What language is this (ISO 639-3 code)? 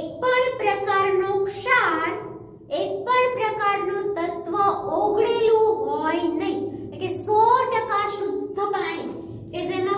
guj